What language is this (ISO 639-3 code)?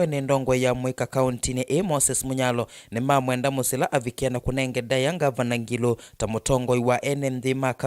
kam